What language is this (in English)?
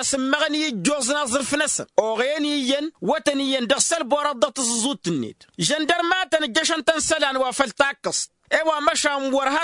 Tamasheq